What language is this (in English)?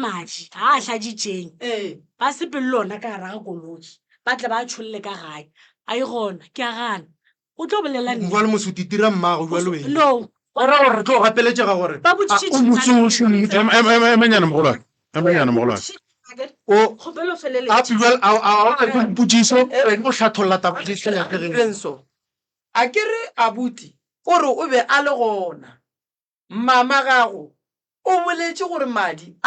Northern Sotho